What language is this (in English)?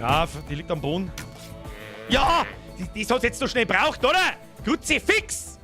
Bavarian